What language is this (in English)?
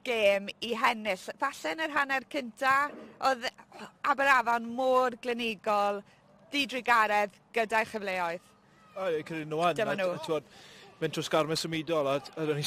Welsh